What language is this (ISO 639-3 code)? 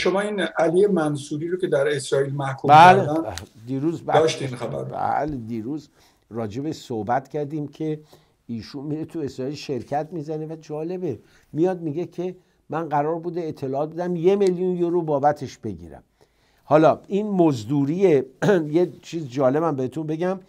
fas